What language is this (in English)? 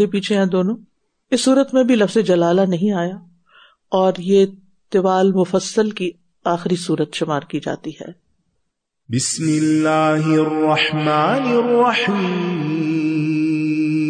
Urdu